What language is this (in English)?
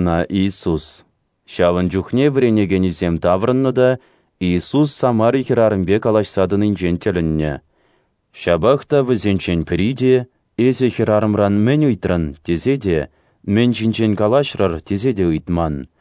Chuvash